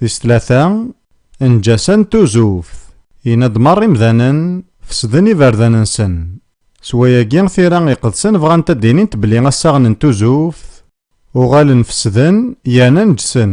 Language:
Kabyle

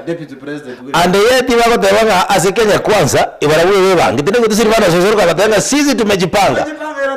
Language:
Gusii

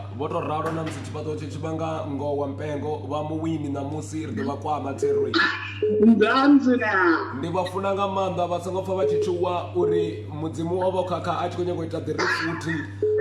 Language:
Venda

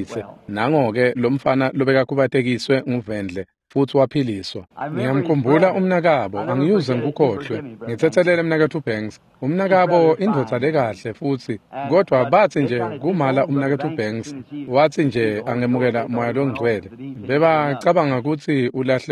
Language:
Swati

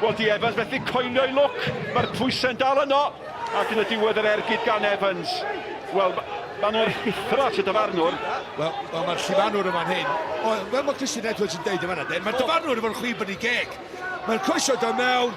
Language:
Welsh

